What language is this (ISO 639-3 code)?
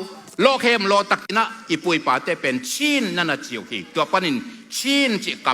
ctd